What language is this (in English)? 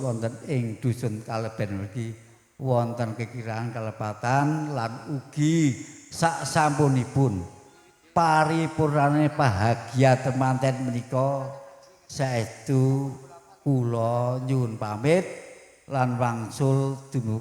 Javanese